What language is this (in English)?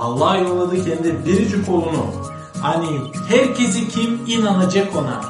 Gagauz